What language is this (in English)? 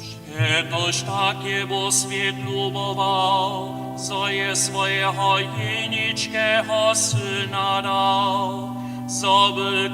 Upper Sorbian